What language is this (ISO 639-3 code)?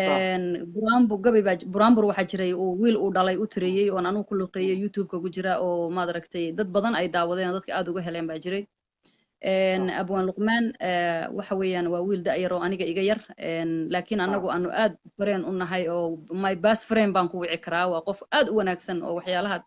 som